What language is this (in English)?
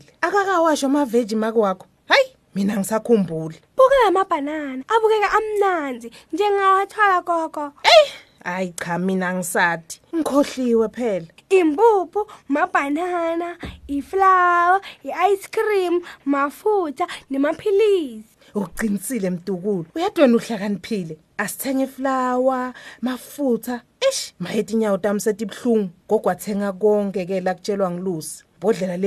Swati